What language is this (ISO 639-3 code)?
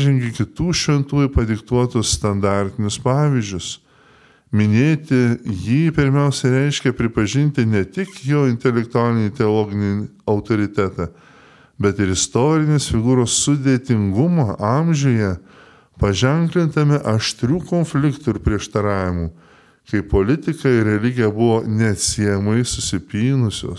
lit